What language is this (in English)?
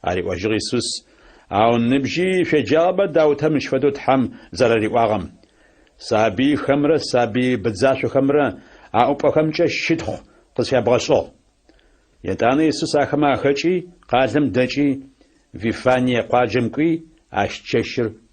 Adyghe